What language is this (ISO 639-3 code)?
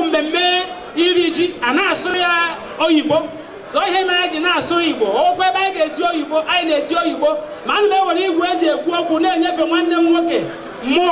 ibo